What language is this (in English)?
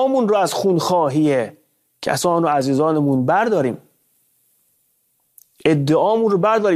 Persian